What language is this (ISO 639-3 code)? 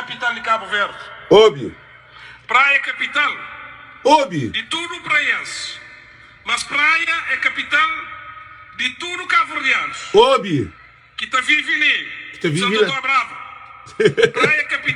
kea